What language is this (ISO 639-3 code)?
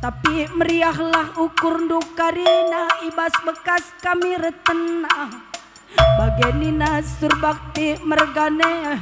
btx